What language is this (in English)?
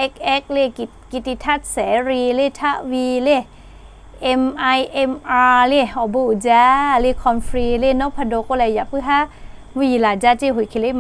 Lahu